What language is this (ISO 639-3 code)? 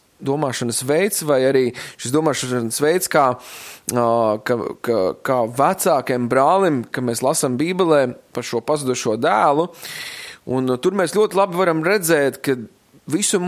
lav